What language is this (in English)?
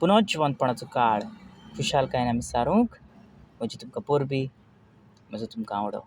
Konkani